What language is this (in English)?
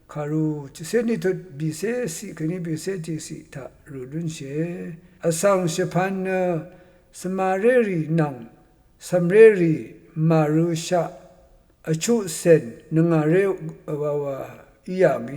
Rawang